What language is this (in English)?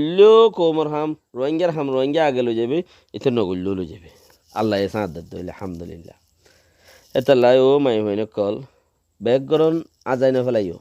Rohingya